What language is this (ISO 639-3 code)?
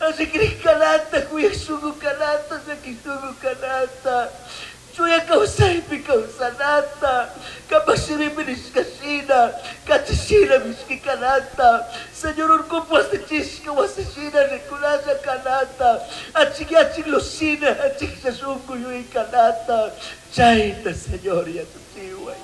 qug